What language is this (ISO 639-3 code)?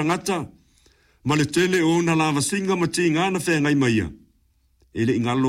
smo